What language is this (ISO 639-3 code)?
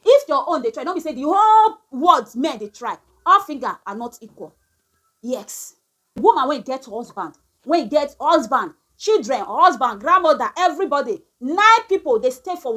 pcm